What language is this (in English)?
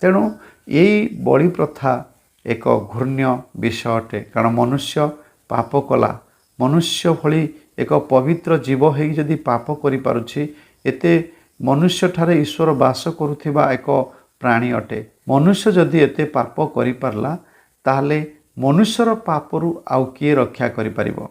Odia